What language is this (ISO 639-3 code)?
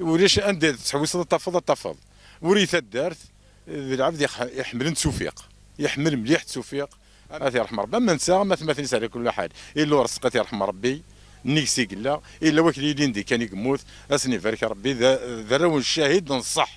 kab